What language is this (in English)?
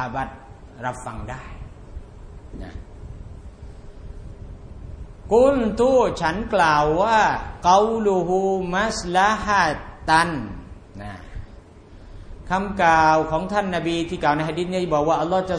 Thai